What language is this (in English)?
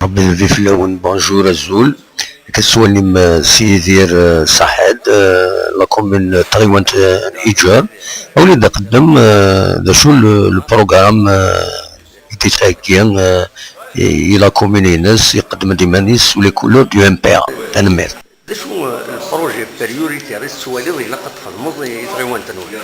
Kabyle